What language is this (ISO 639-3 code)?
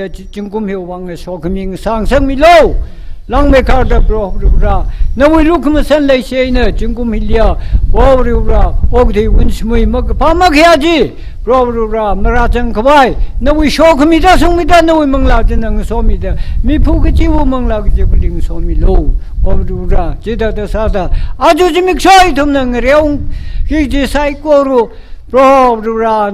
nmf